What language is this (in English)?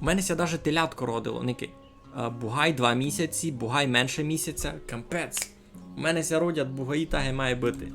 Rusyn